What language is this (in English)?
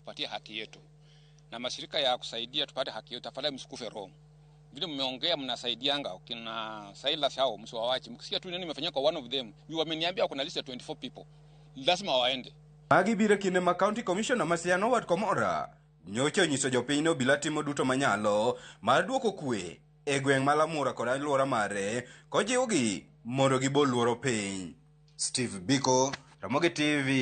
Luo (Kenya and Tanzania)